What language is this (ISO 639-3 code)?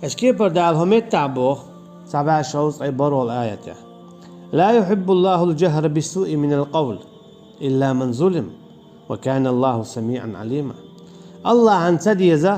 che